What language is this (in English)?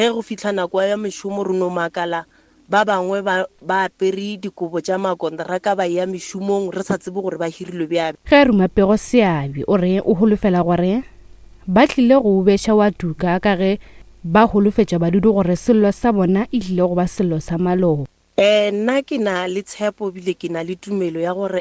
Northern Sotho